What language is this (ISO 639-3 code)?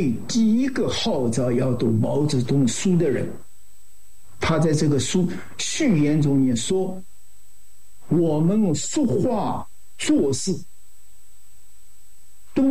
zho